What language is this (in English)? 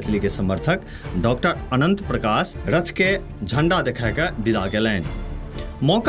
Maithili